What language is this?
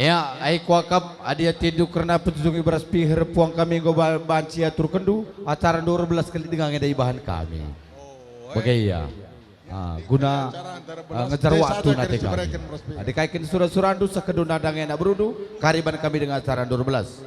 Batak Karo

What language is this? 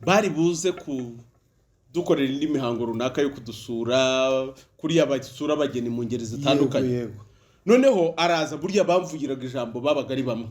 Kinyarwanda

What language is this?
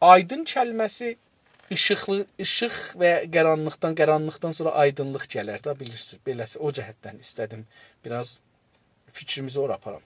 South Azerbaijani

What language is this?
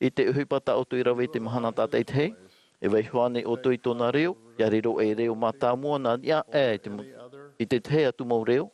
Tahitian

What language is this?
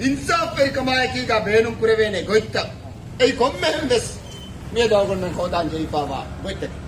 Divehi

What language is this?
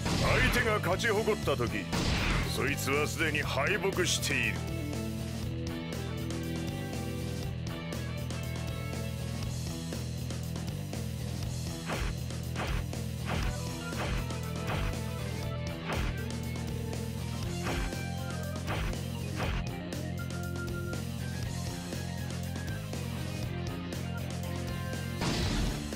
Japanese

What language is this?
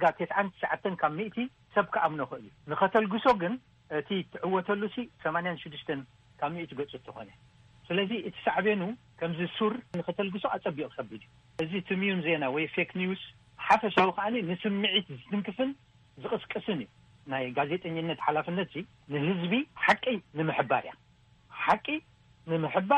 Tigrinya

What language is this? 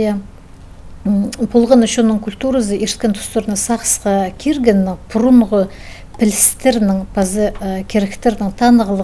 Khakas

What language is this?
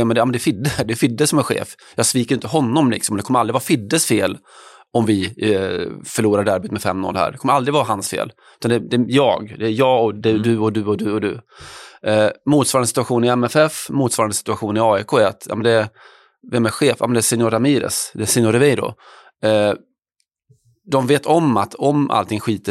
Swedish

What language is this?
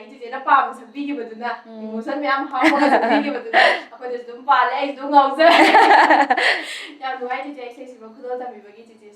Manipuri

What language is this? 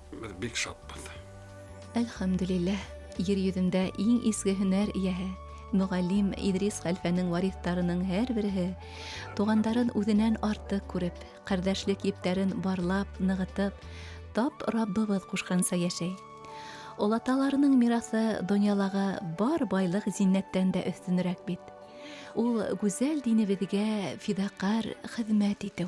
Bashkir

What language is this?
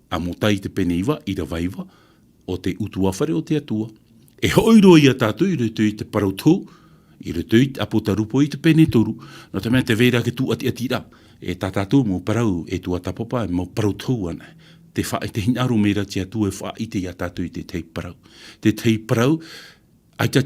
Tahitian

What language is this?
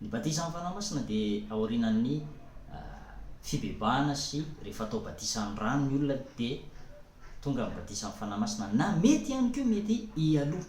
Malagasy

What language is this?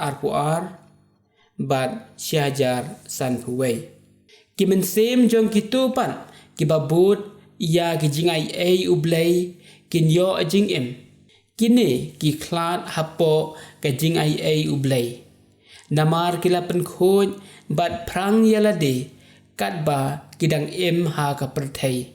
Khasi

